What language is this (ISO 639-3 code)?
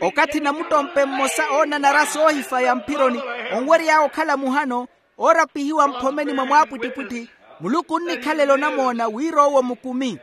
vmw